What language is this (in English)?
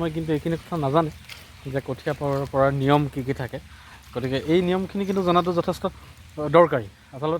Assamese